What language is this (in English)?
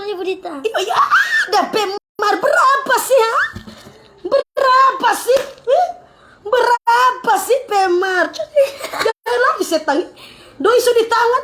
Manado Malay